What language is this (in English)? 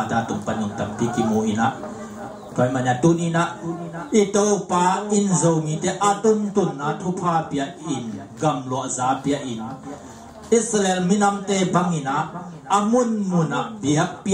Tedim Chin